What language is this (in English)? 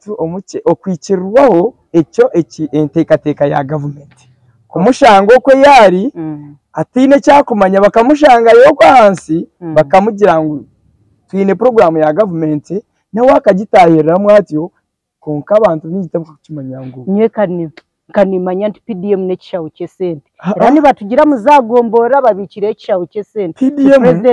Nyankole